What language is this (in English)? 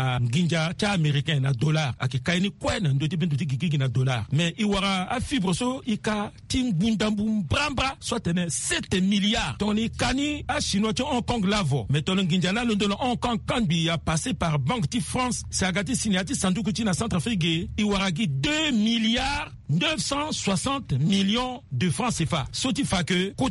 Sango